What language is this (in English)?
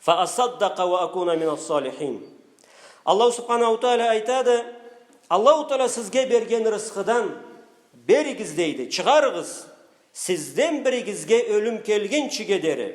Karachay-Balkar